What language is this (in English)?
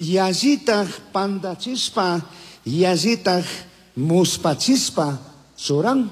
Chimborazo Highland Quichua